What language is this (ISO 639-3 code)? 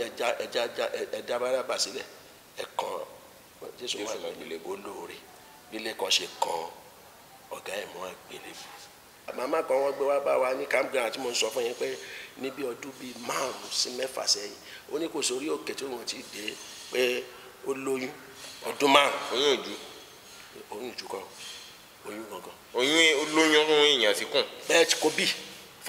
yor